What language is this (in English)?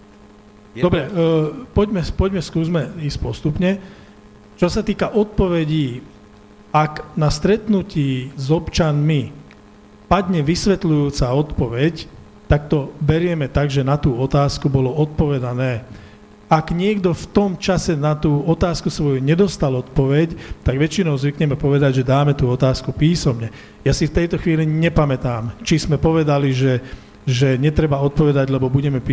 Slovak